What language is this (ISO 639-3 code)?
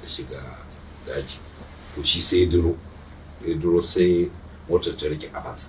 hau